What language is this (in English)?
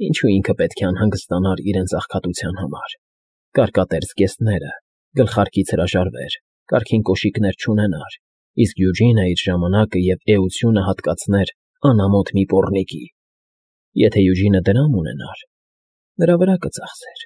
Armenian